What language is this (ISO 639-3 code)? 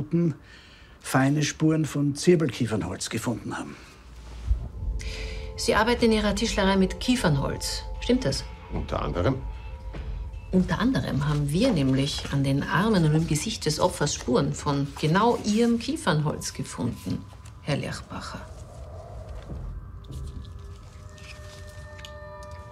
deu